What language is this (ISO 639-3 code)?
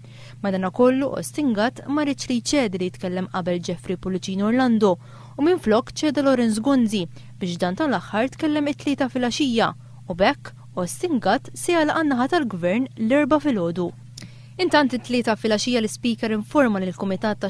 mlt